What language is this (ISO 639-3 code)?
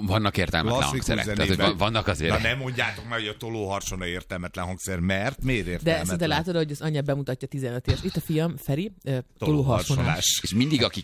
hun